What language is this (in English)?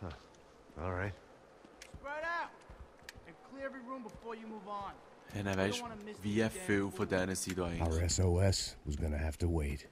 Swiss German